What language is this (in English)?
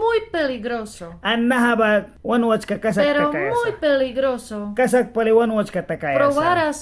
Mískito